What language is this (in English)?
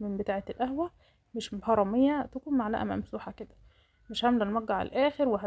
Egyptian Arabic